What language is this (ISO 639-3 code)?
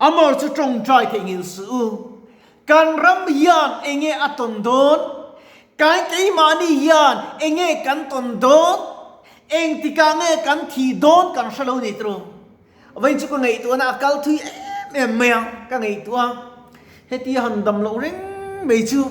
lus